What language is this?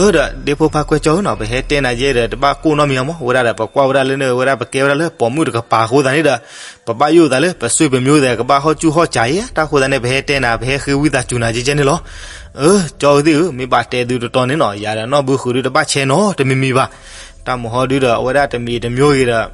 S'gaw Karen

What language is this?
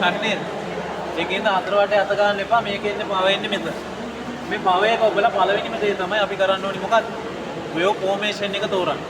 Sinhala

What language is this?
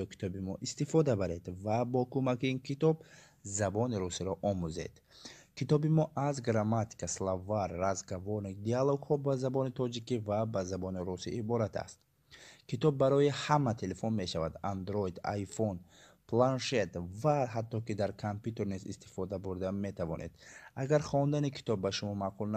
Tajik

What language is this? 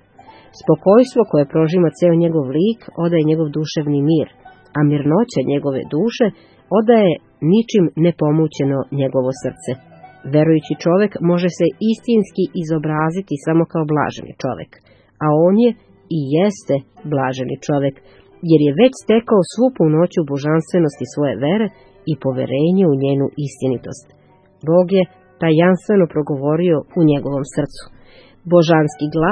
Serbian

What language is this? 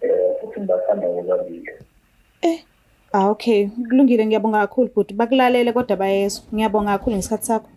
Zulu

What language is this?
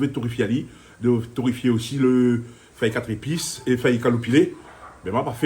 Réunion Creole French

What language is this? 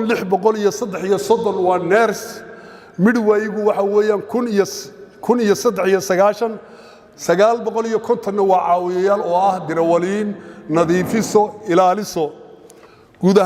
Somali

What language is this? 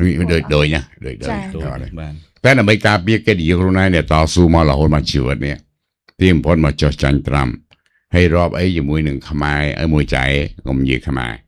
Khmer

